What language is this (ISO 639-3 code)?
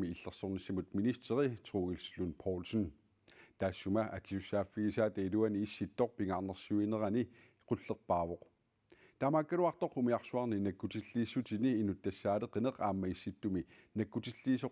kal